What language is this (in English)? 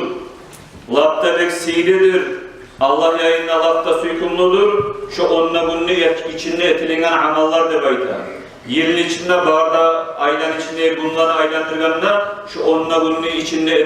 Kumyk